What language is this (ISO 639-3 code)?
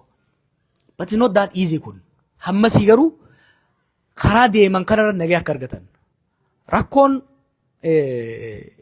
orm